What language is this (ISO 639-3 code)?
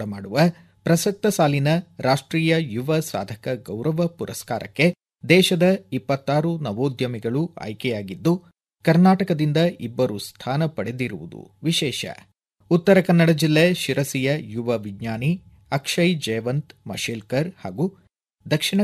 kan